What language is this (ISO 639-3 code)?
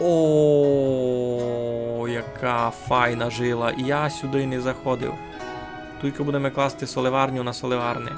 rue